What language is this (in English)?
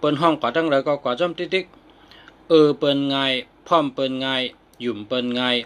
Shan